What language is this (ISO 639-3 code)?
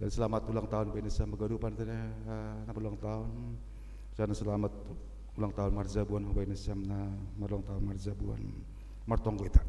bts